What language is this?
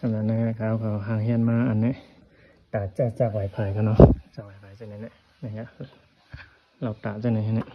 Shan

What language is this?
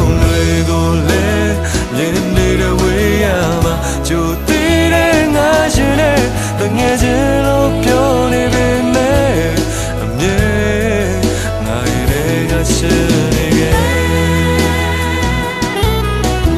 Burmese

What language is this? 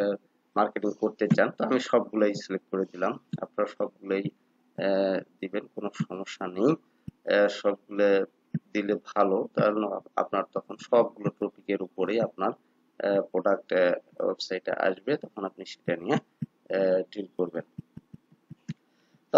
Bangla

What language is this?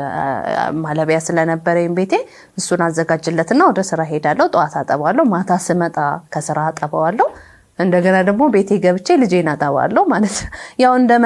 Amharic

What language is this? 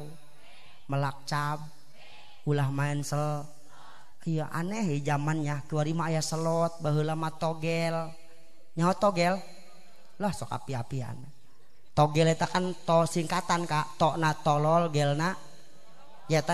Sundanese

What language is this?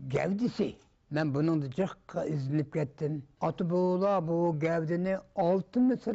Uyghur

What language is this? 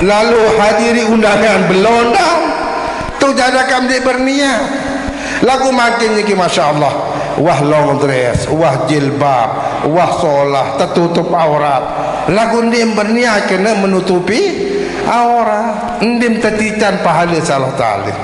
Sasak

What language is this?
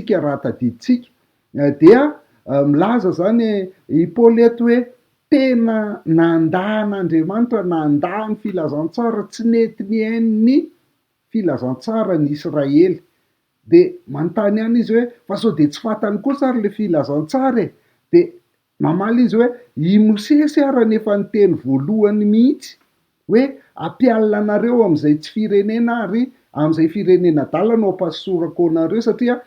Malagasy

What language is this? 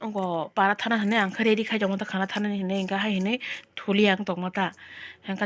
Kok Borok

